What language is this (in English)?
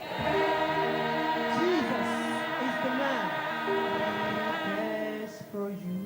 Ewe